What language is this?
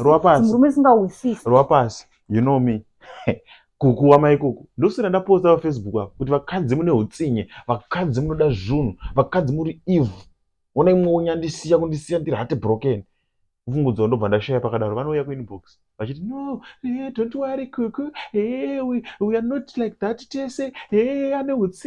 Shona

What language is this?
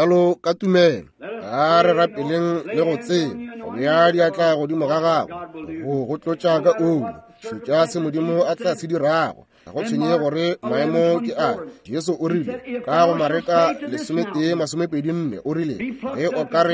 Northern Sotho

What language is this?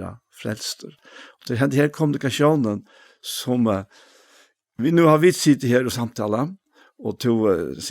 Faroese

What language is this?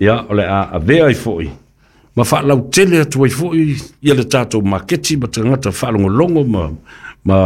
Samoan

